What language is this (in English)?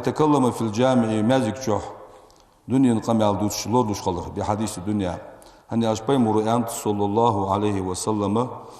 Ingush